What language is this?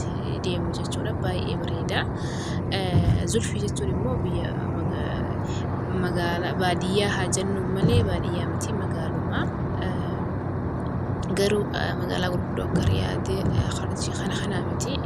Oromo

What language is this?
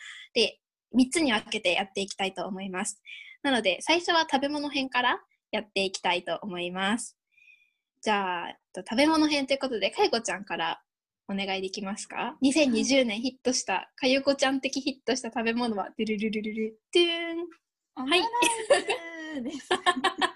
Japanese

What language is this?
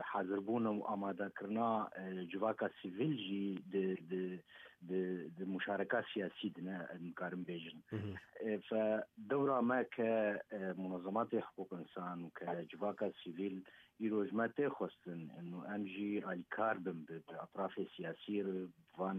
Kurdish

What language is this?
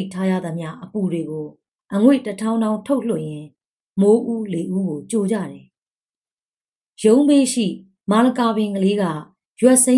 Burmese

